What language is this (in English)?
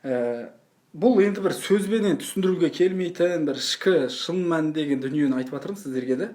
Kazakh